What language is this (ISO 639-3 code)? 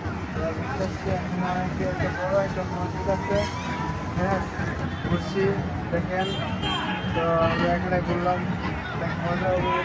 ben